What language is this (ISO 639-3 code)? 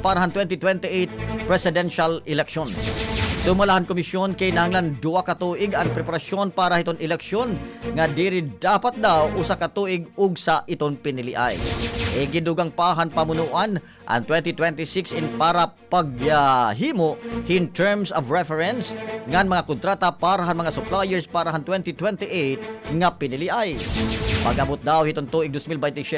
war